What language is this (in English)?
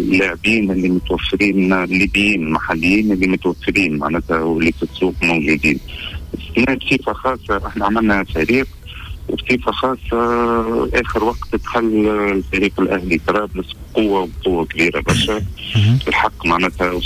Tunisian Arabic